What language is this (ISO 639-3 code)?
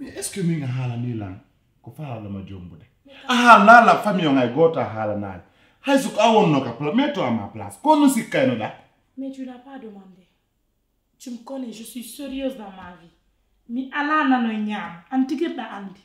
fuf